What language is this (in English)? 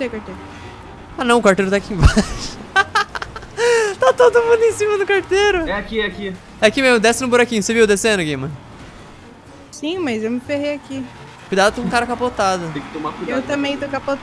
Portuguese